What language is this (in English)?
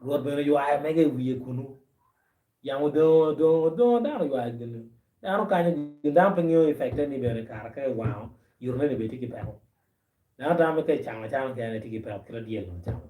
Acoli